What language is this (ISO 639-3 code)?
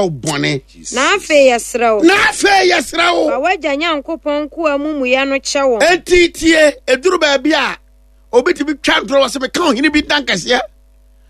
aka